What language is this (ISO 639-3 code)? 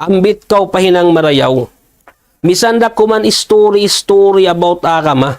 tsg